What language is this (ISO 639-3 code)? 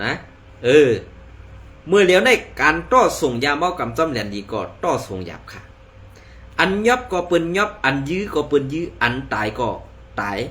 shn